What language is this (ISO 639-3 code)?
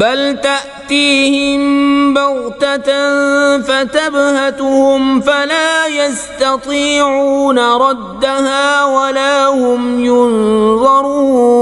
kas